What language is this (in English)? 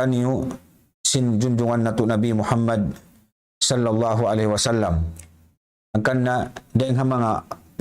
Tausug